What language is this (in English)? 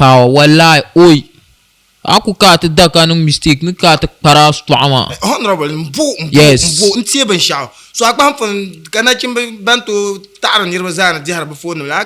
Dagbani